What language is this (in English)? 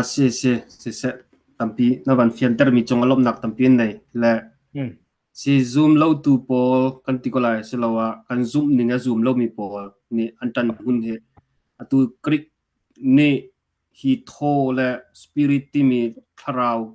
Hakha Chin